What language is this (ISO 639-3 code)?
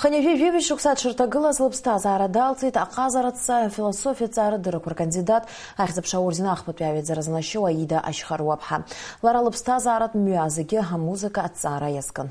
abk